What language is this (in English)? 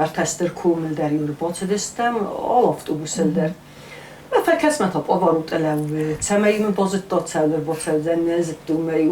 Ossetic